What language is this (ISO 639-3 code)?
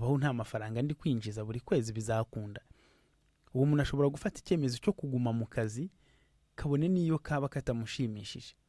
kin